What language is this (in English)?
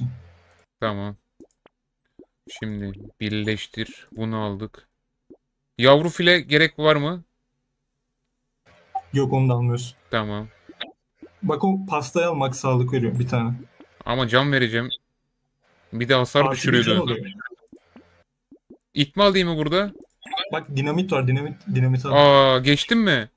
Turkish